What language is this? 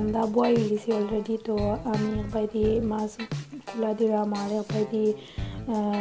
Sylheti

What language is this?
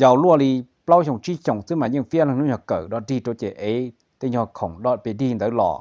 Hmong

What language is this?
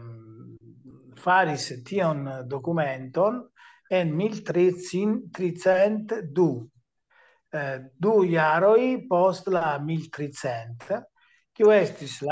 Esperanto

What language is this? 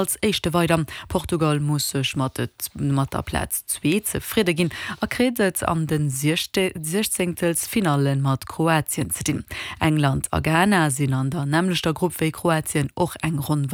Luxembourgish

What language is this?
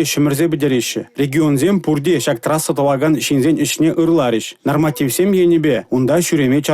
Chuvash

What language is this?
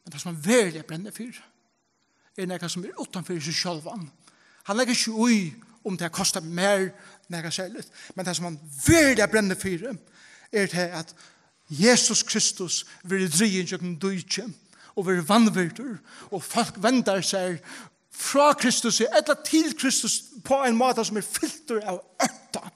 Faroese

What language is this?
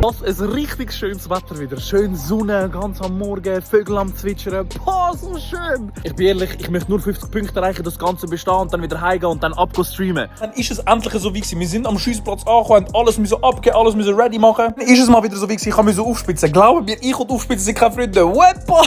Swiss German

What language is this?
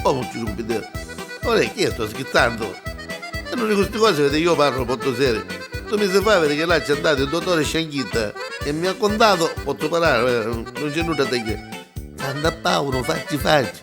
Neapolitan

